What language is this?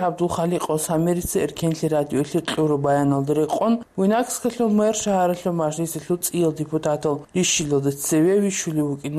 Avaric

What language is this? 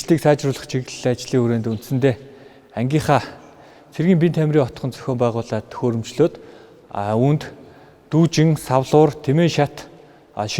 Mongolian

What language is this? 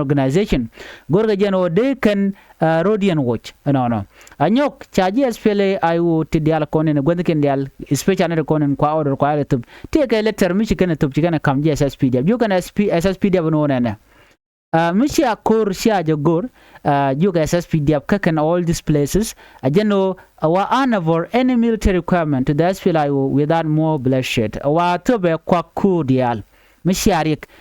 Nuer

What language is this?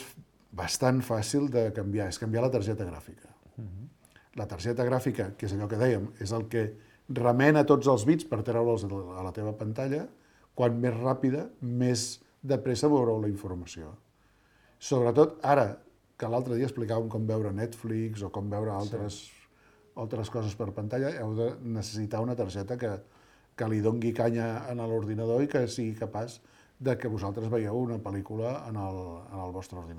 Catalan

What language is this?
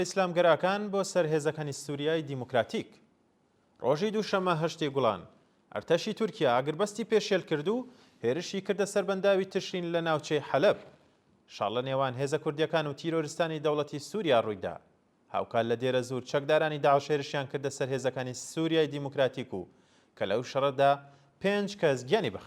Central Kurdish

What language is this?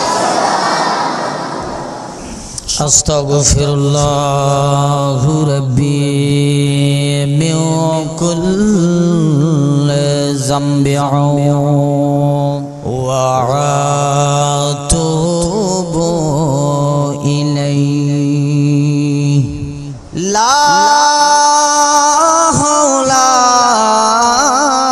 Bangla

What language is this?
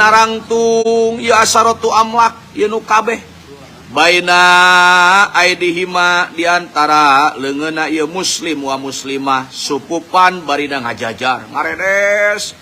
Sundanese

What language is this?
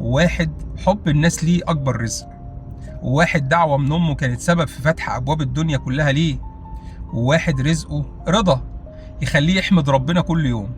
Egyptian Arabic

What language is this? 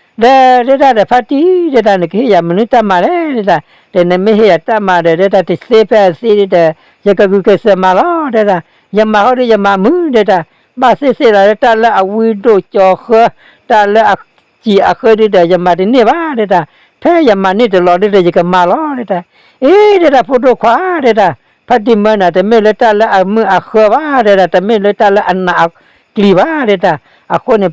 S'gaw Karen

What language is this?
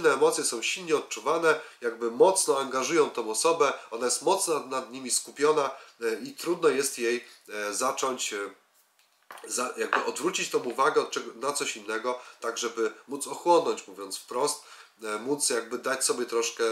Polish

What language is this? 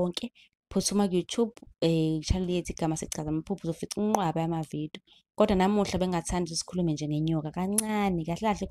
Zulu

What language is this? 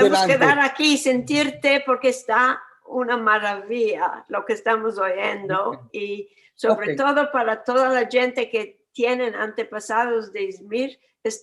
Ladino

